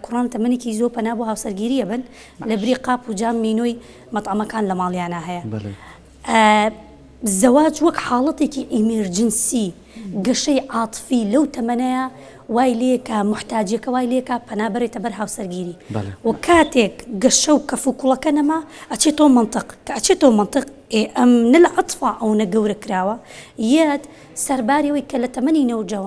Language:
Central Kurdish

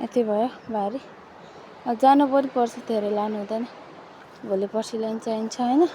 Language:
Nepali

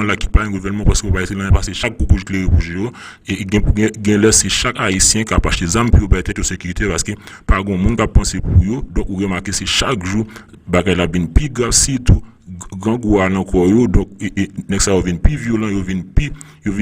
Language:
Haitian Creole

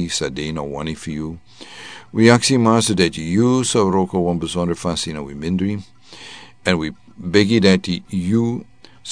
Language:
Sranan Tongo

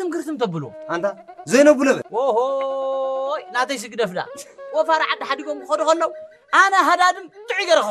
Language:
Tigrinya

